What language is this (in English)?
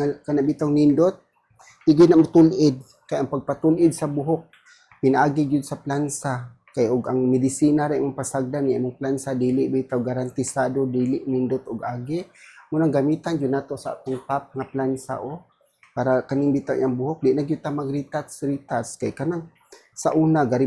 Cebuano